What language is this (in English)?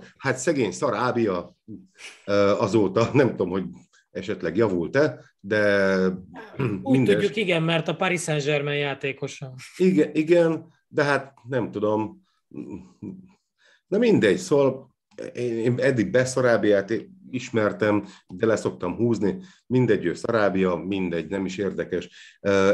Hungarian